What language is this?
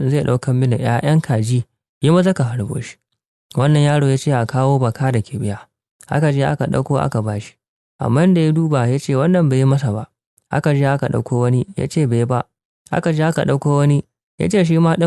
Hausa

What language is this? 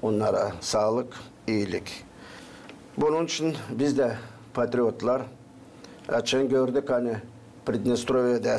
Gagauz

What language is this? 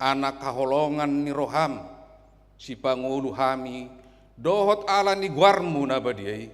Batak Toba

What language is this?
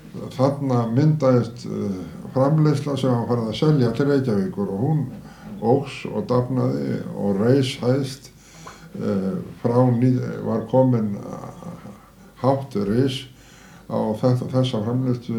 Icelandic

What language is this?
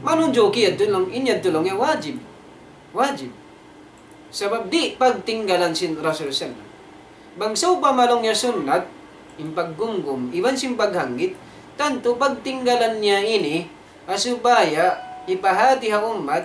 Tausug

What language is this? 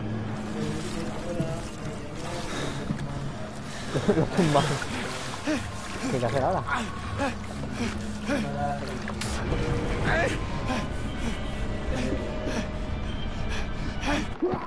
Spanish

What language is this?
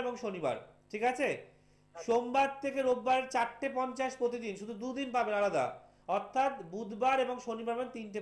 Bangla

